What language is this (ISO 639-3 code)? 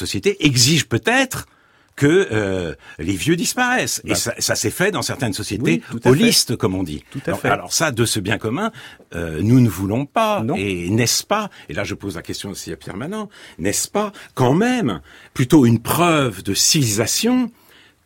fra